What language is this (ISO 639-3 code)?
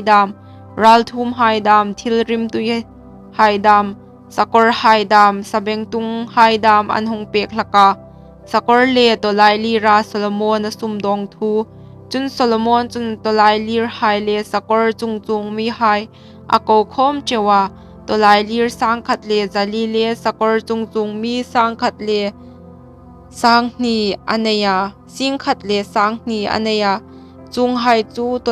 hmr